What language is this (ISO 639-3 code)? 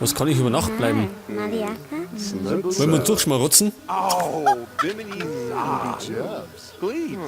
bar